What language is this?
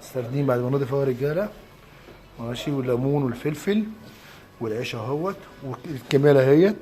Egyptian Arabic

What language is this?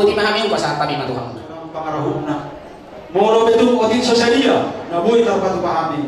Batak Toba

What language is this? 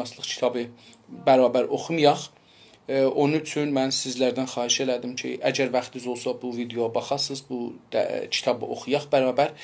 South Azerbaijani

